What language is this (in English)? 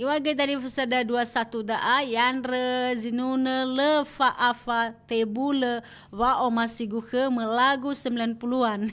Nias